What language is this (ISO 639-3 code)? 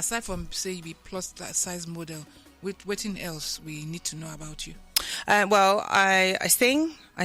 pcm